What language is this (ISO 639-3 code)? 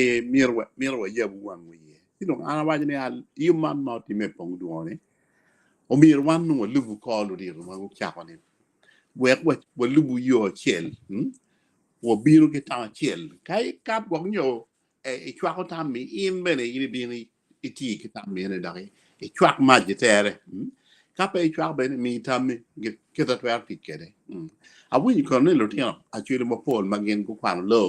ach